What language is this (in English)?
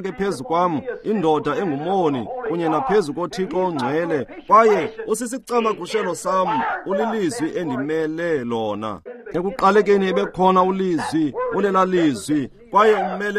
Xhosa